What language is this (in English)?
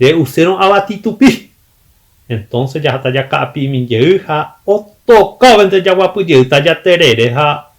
Guarani